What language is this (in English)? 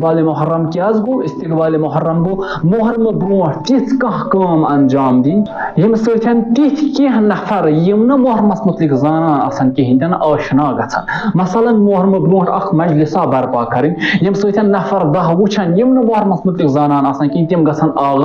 Kashmiri